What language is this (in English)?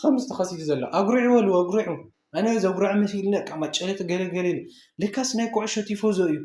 Tigrinya